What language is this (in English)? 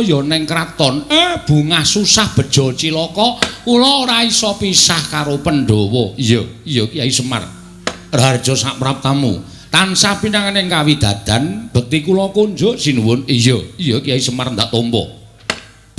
Javanese